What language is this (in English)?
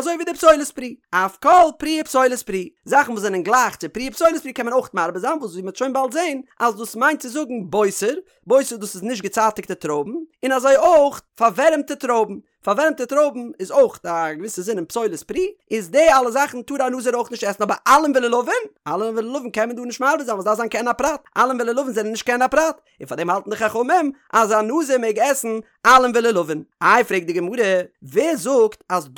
Yiddish